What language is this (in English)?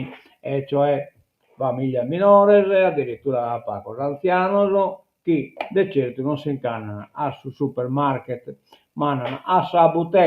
Sardinian